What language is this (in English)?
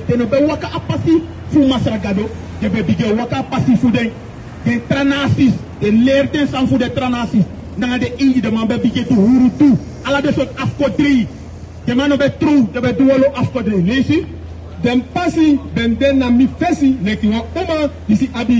Sranan Tongo